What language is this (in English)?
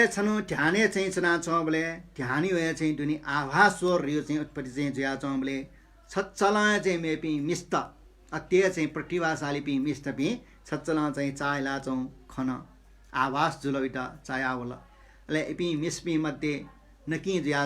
Newari